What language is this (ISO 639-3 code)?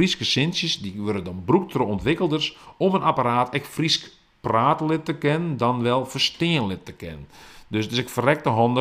fry